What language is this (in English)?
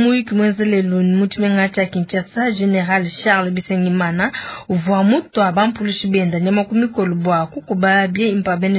Luba-Lulua